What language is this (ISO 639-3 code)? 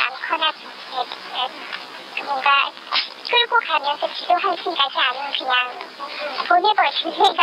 kor